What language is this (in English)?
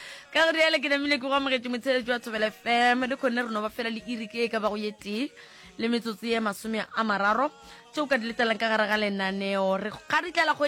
Northern Sotho